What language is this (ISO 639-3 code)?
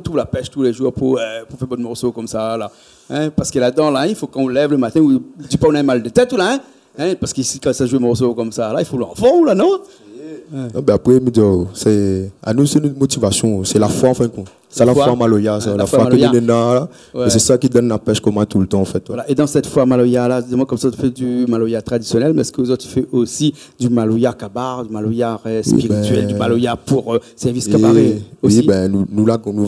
rcf